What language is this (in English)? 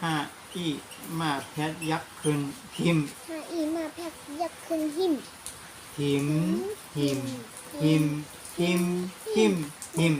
Shan